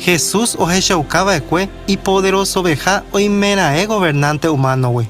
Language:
Guarani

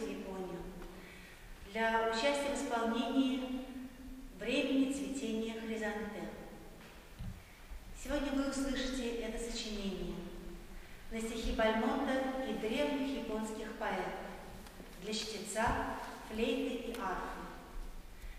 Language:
Russian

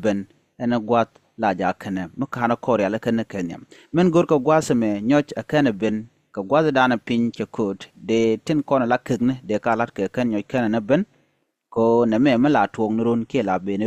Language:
Nuer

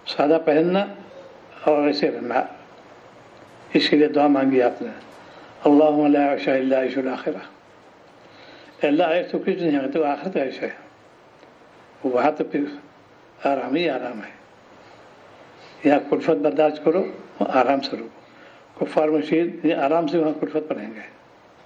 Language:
Urdu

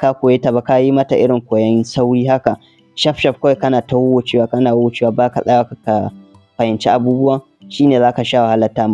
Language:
Hausa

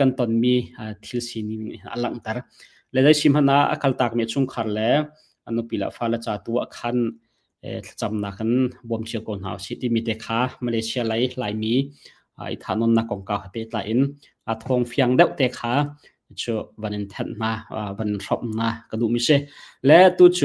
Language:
Hakha Chin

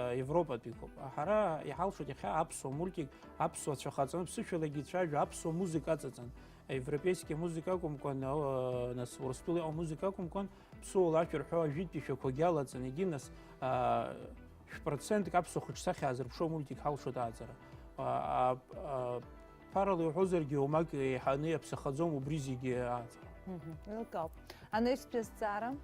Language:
Abkhazian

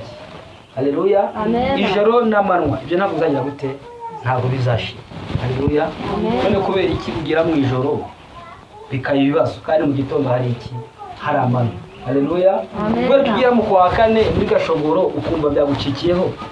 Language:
Kinyarwanda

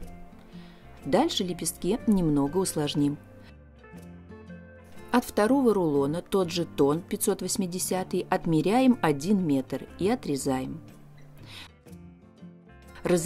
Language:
Russian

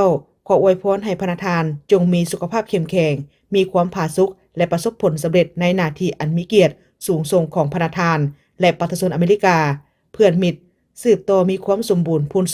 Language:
Lao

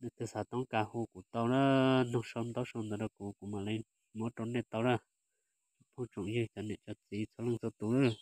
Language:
Hmong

